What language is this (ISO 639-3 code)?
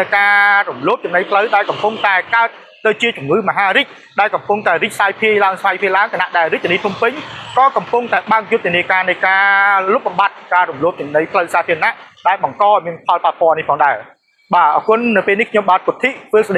khm